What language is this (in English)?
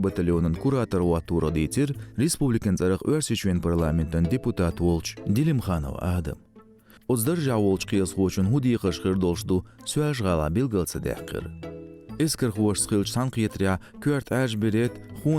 Chechen